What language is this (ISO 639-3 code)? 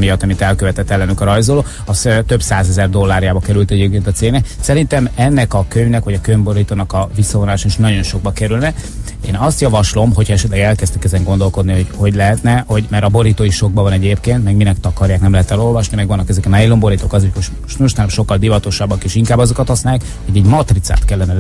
hun